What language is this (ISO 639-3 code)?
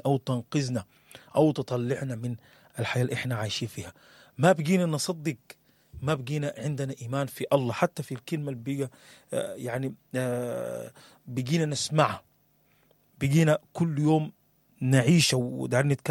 apd